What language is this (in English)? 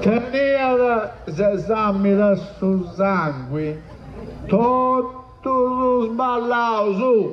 Sardinian